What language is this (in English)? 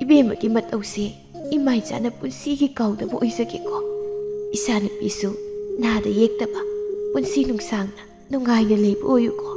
Manipuri